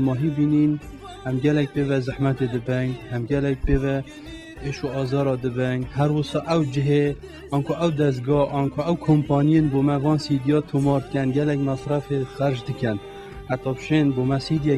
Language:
Kurdish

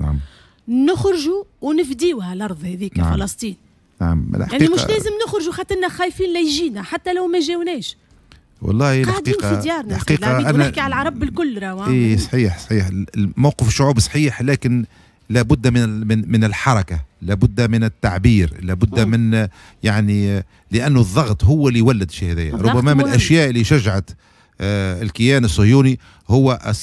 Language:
Tunisian Arabic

